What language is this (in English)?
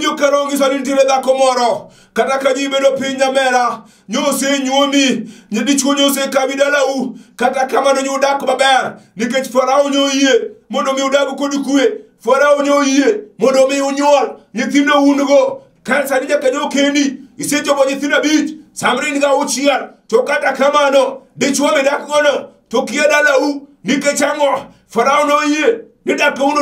Luo (Kenya and Tanzania)